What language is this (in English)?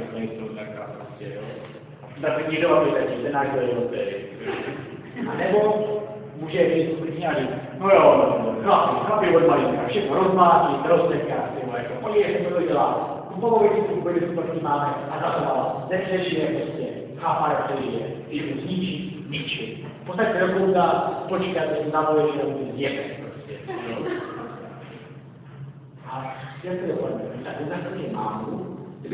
Czech